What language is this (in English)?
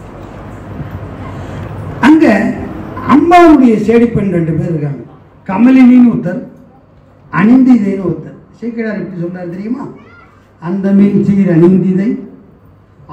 Tamil